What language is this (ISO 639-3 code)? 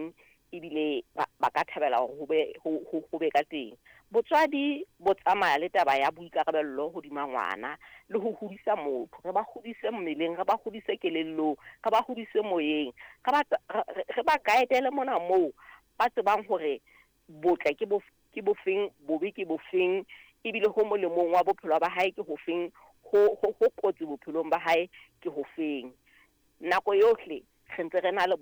sot